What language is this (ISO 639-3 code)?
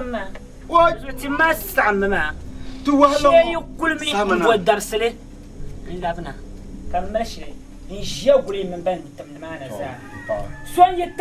dag